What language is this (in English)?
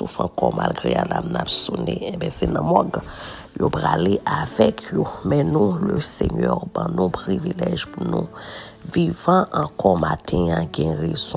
Haitian Creole